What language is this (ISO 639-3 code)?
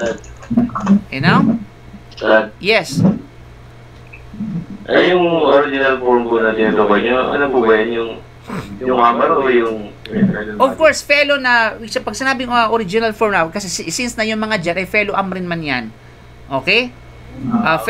fil